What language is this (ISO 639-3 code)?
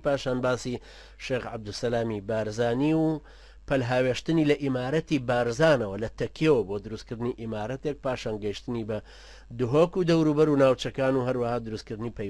ckb